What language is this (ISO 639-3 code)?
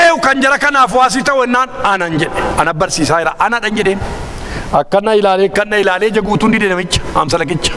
orm